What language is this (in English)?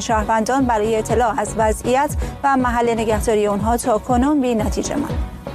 Persian